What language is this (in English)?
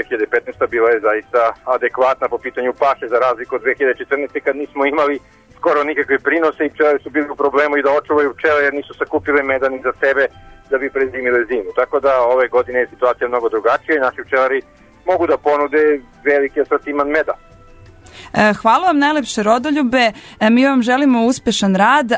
Serbian